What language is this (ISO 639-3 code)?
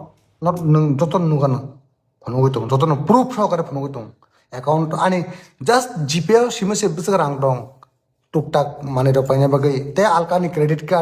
trp